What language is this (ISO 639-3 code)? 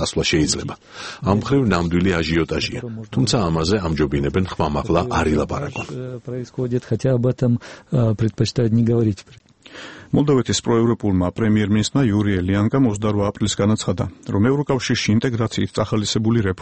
kat